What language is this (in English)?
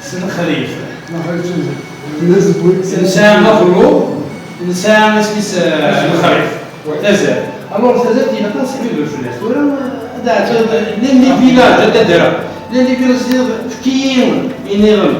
Kabyle